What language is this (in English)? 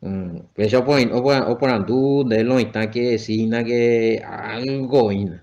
Guarani